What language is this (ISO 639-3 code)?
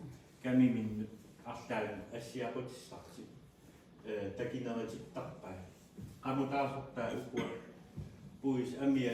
kal